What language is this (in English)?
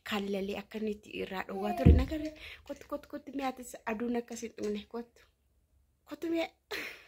Oromo